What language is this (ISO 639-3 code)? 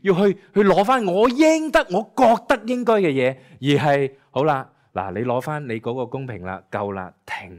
yue